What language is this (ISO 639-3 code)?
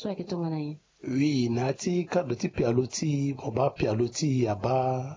sag